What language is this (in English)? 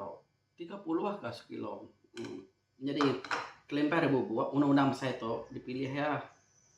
Iban